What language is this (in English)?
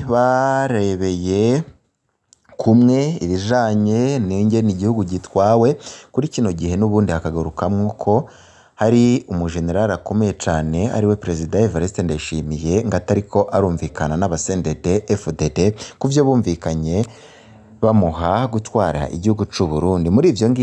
Rundi